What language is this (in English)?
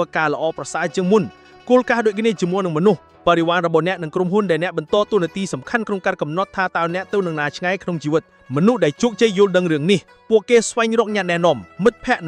Khmer